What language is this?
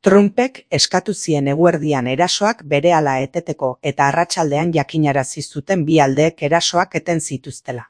Basque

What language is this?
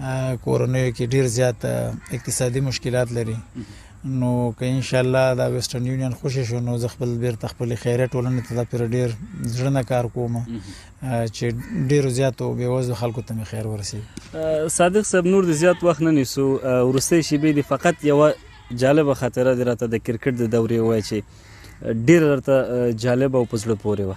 Pashto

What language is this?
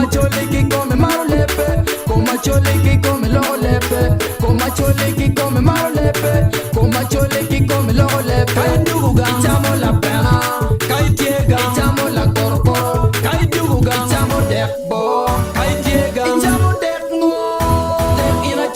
Acoli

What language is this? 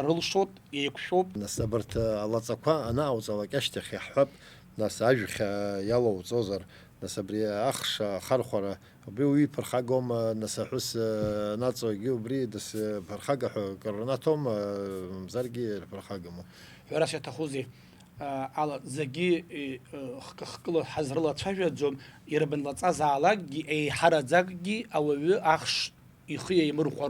Abkhazian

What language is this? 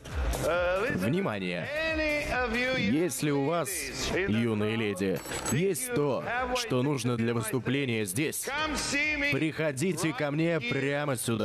Russian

